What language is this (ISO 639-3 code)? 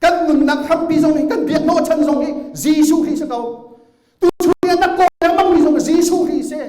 cnh